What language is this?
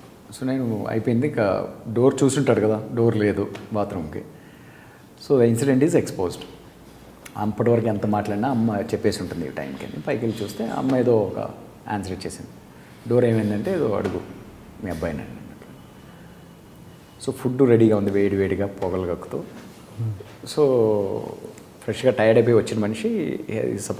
Telugu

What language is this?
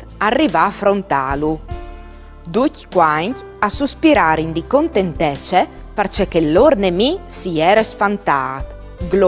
Friulian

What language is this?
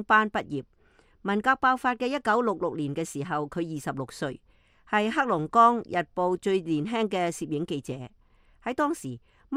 Cantonese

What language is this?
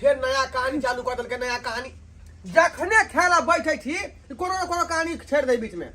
Maithili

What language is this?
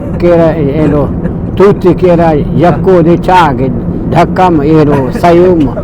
Brahui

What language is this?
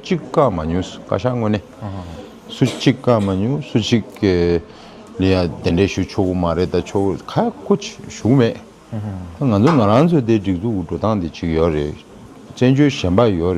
Tibetan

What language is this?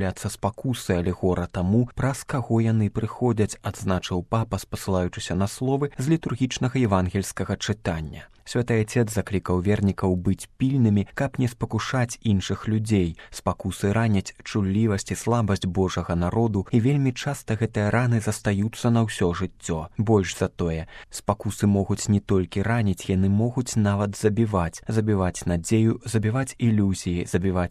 Belarusian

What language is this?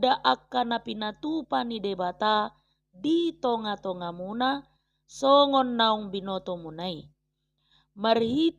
Batak Toba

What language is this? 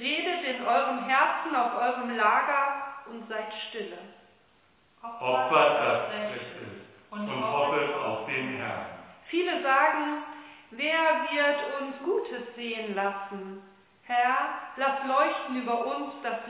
German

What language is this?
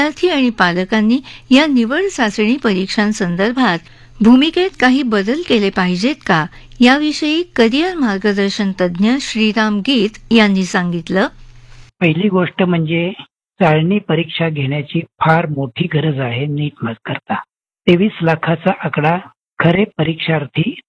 Marathi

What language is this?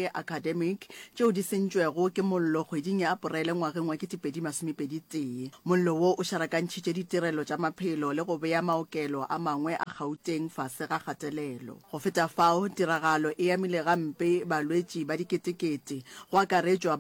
Northern Sotho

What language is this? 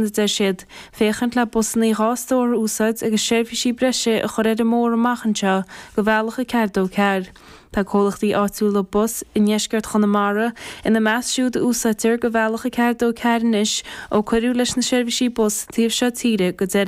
Irish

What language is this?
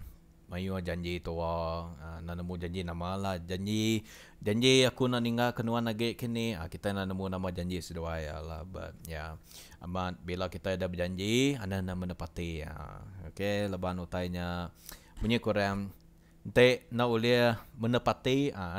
Iban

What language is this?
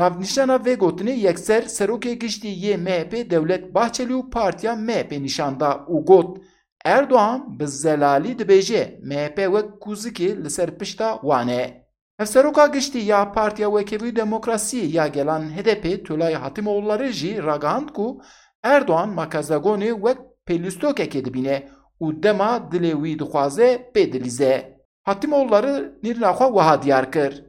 Kurdish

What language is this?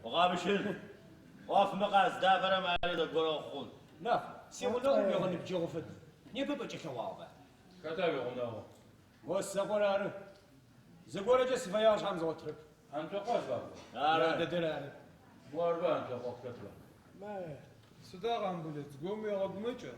Adyghe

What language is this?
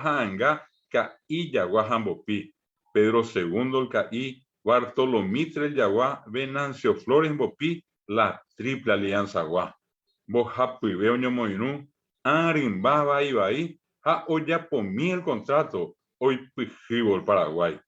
Guarani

